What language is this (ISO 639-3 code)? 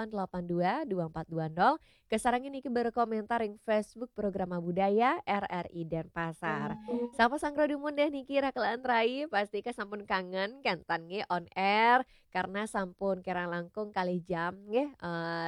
ban